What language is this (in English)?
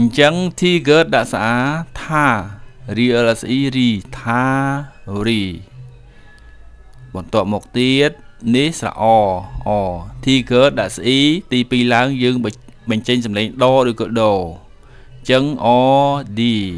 Khmer